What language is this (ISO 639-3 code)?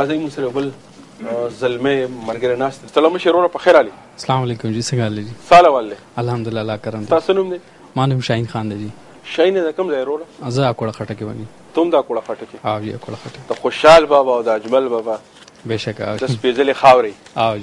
pus